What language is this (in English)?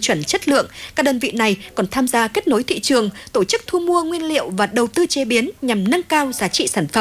Vietnamese